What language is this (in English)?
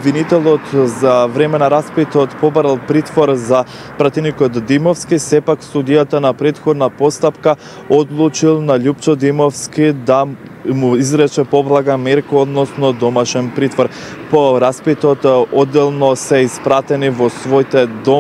Macedonian